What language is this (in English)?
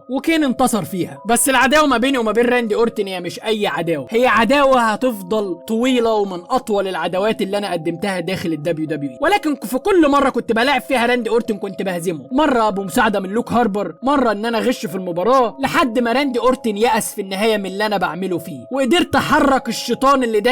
Egyptian Arabic